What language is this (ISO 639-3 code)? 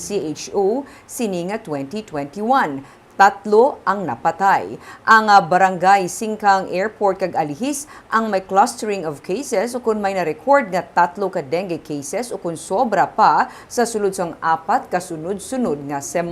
hil